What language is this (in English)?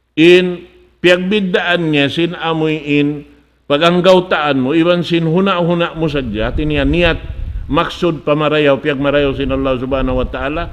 Tausug